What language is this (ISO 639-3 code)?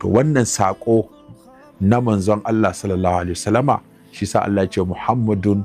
hau